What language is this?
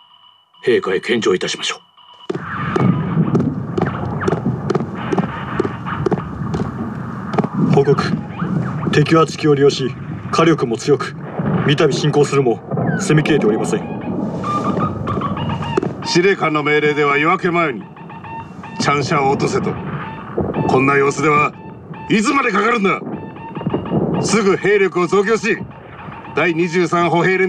Japanese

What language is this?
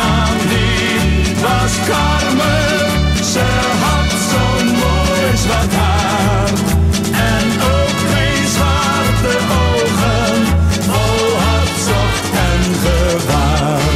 Dutch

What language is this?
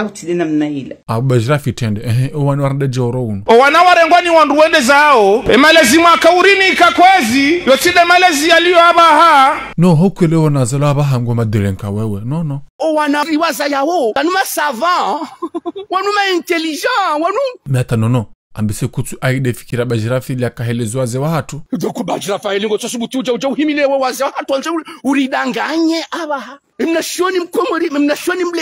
Ngazidja Comorian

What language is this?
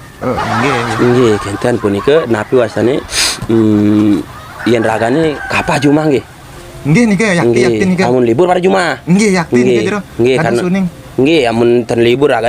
Balinese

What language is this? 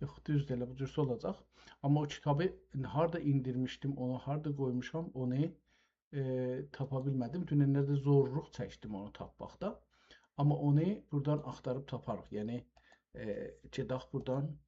South Azerbaijani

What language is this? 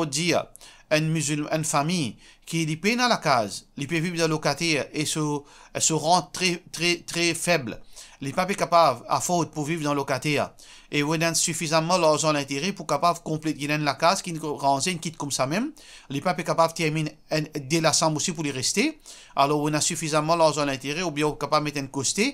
Morisyen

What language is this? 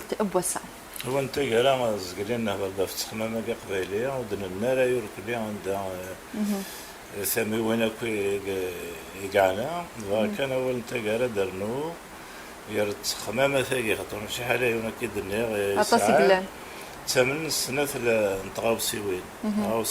Kabyle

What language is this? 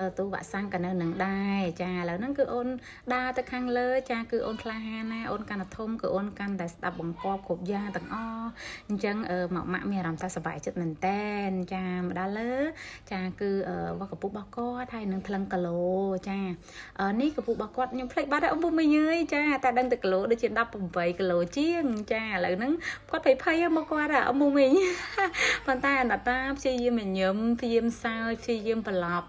Khmer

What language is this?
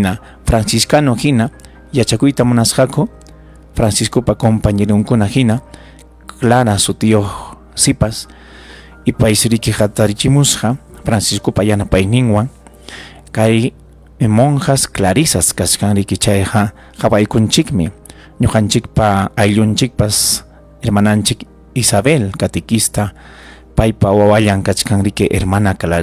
Ayacucho Quechua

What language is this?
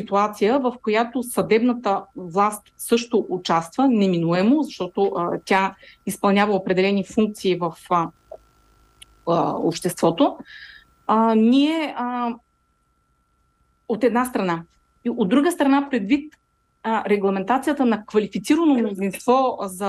Bulgarian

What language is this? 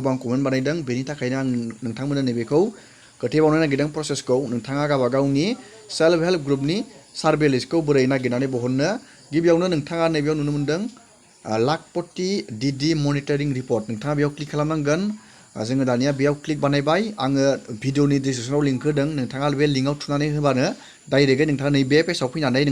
Bodo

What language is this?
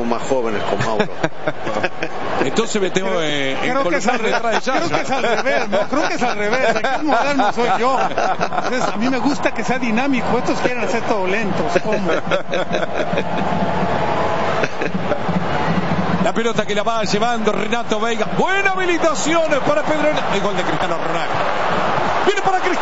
Spanish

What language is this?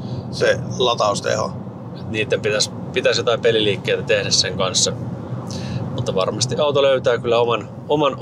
Finnish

